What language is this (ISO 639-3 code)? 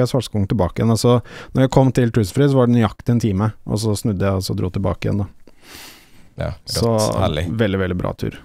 nor